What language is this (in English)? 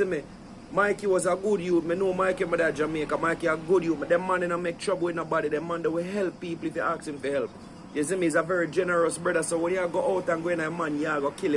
Jamaican Creole English